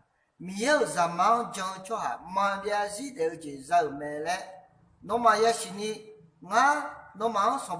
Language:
Akha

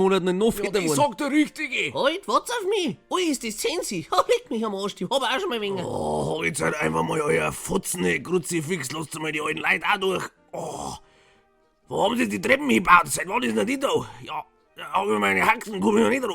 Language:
Bavarian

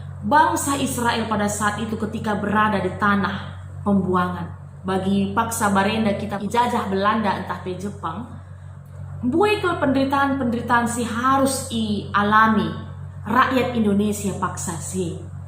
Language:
Batak Karo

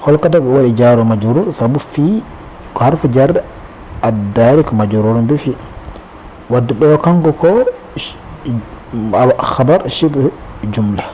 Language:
Fula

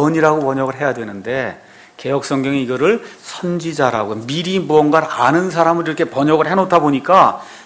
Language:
Korean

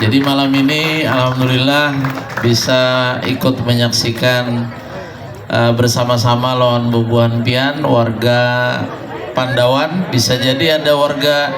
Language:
Banjar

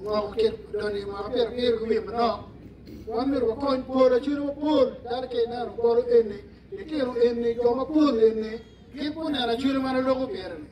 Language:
Acoli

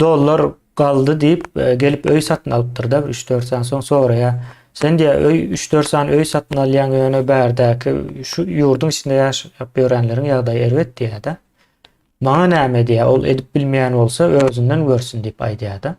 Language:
Turkmen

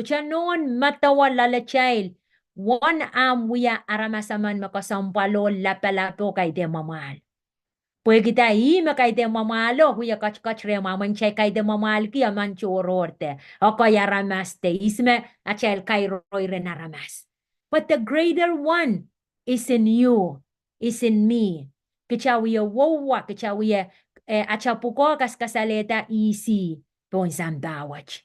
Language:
Pohnpeian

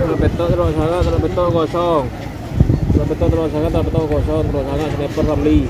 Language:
Madurese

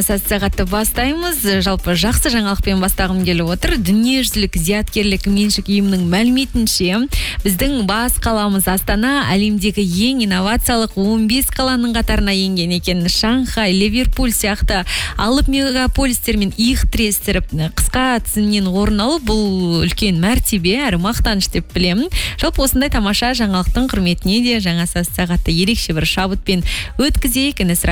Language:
Kazakh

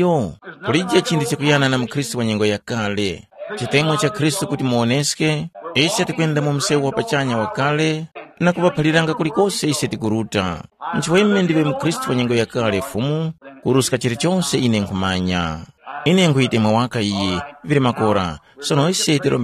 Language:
Tumbuka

